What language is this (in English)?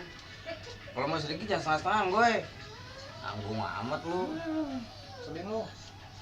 Betawi